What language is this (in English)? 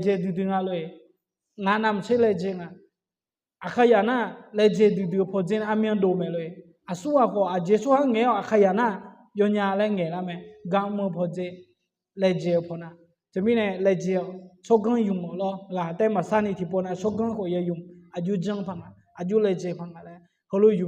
Akha